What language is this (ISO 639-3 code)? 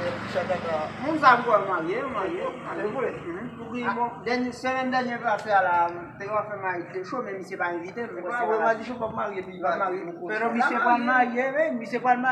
hat